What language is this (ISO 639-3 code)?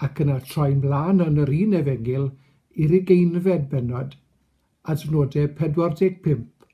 cym